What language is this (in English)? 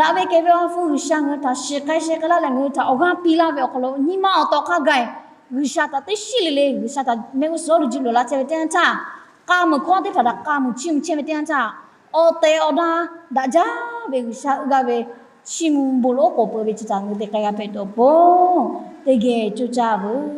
Lahu